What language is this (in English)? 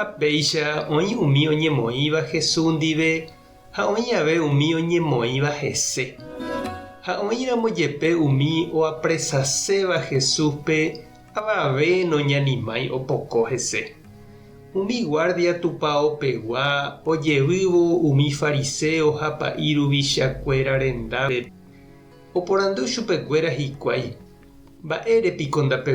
Guarani